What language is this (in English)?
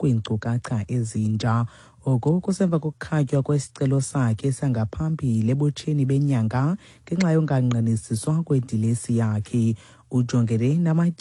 Xhosa